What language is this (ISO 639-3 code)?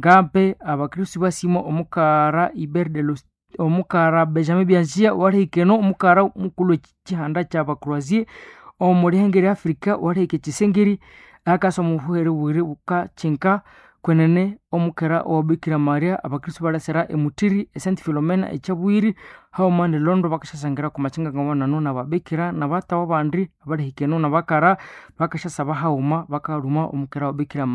nnb